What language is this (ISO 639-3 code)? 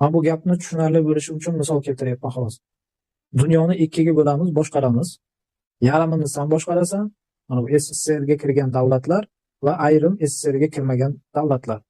uzb